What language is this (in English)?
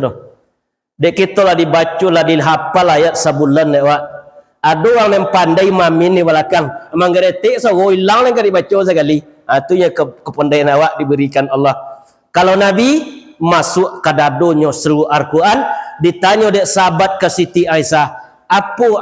Minangkabau